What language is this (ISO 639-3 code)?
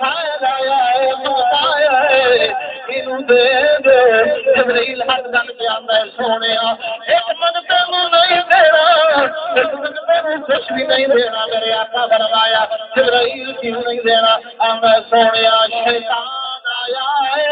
skr